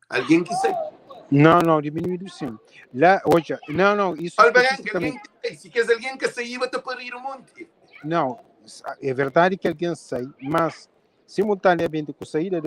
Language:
Kabuverdianu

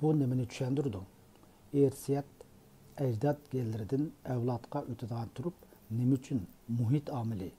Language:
Uyghur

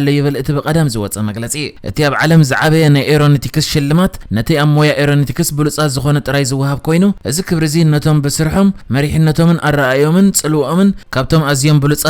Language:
Tigrinya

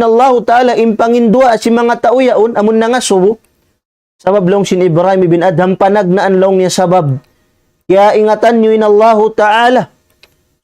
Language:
Tausug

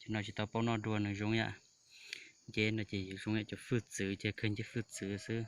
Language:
Hmong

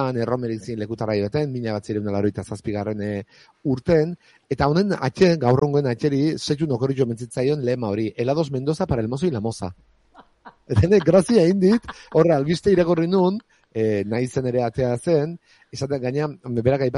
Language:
Basque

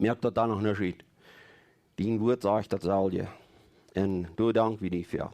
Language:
Plautdietsch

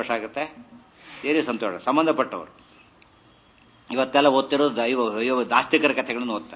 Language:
Kannada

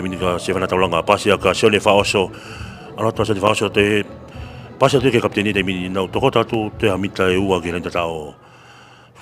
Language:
Tongan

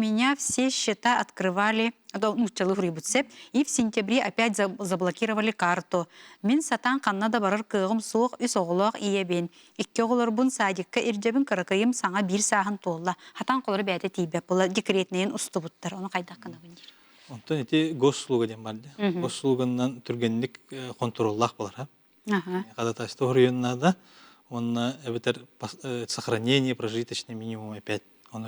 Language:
Yakut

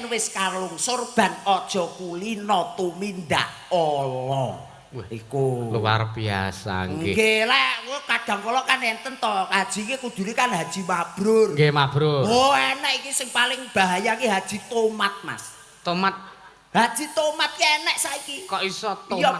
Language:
Javanese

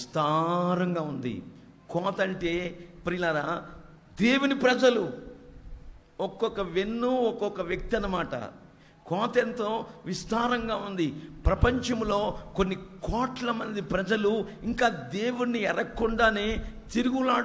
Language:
Telugu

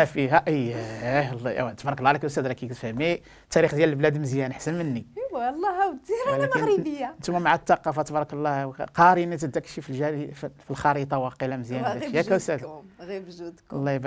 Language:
Moroccan Arabic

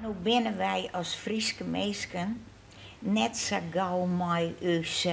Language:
Western Frisian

